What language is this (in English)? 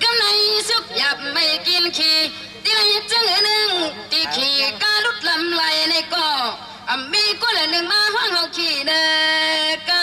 Shan